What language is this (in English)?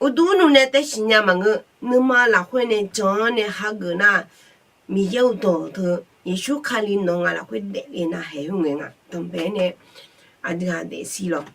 Akha